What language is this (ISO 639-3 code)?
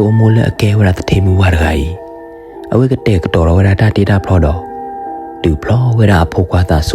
ksw